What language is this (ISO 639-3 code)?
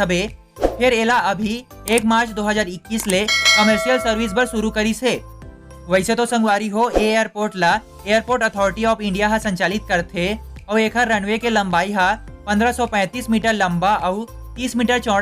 hne